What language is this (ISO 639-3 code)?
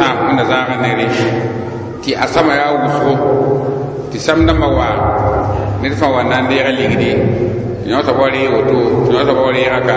mos